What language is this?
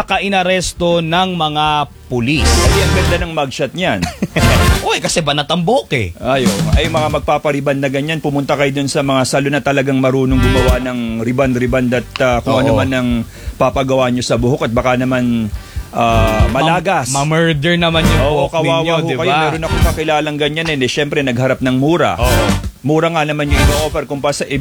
Filipino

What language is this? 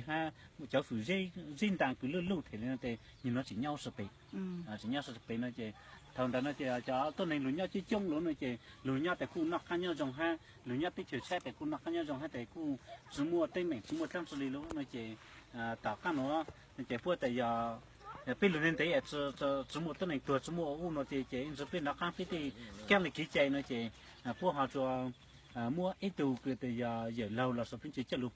Hmong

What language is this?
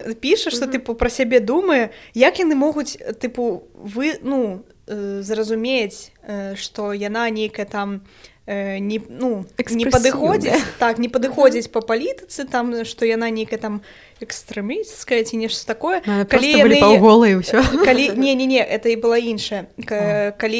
Belarusian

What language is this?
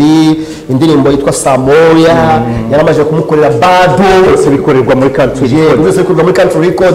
Kinyarwanda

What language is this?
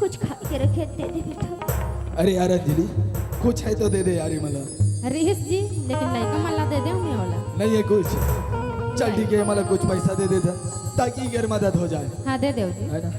Chhattisgarhi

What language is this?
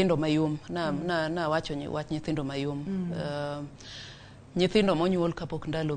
Luo (Kenya and Tanzania)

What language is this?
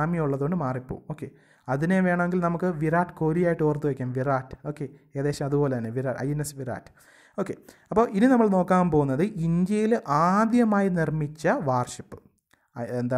Malayalam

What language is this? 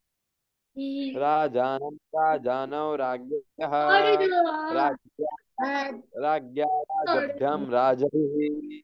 Sanskrit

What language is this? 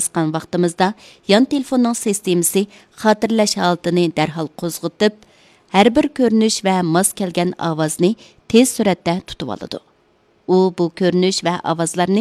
Uyghur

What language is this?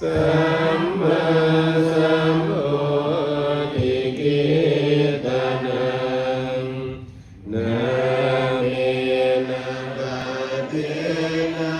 Pali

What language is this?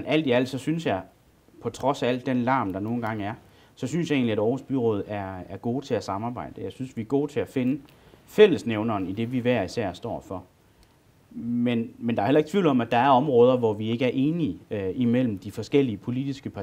Danish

